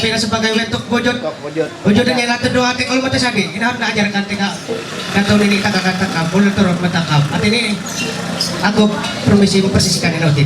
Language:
Ma'anyan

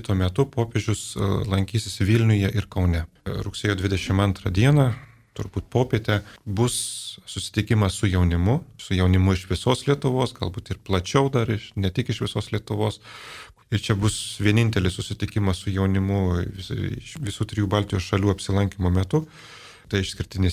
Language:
Lithuanian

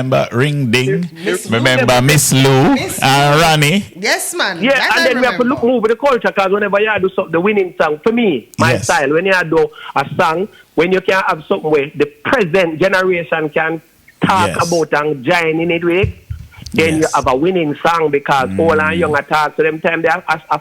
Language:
Jamaican Creole English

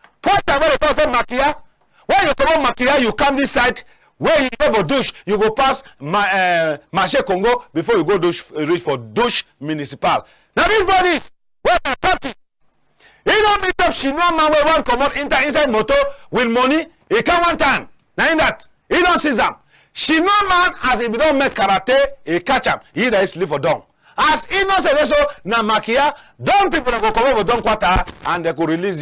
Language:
Cameroon Pidgin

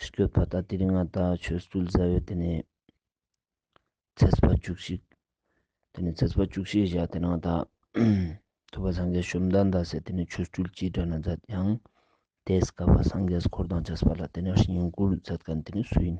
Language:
Ladakhi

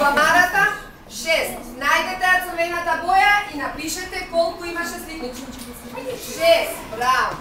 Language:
Macedonian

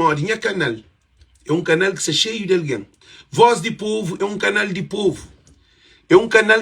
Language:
Kabuverdianu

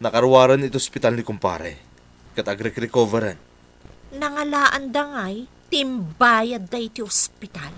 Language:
Iloko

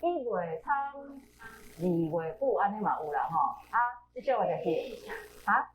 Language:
Min Nan Chinese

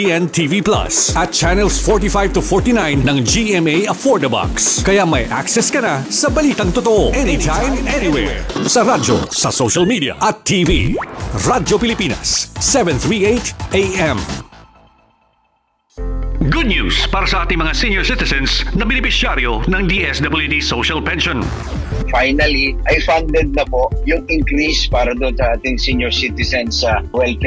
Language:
Filipino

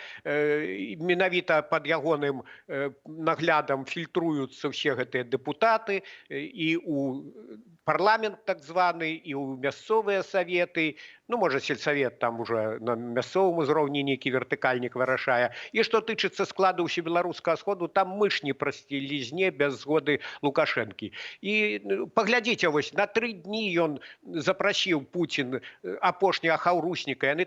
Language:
Belarusian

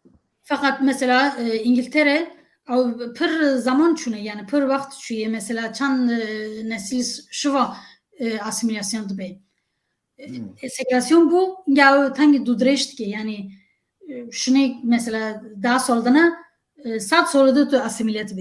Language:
Kurdish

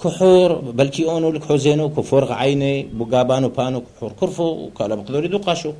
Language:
Turoyo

